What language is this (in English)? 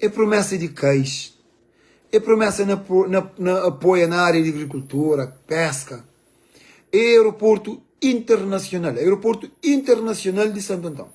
Kabuverdianu